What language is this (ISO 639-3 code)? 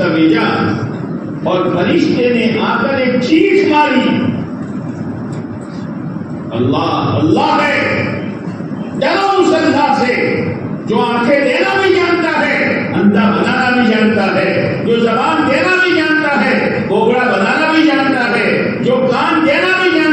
urd